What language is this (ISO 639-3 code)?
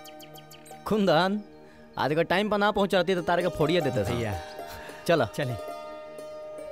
bho